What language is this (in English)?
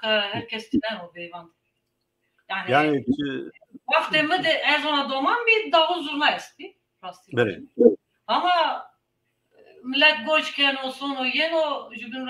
Zaza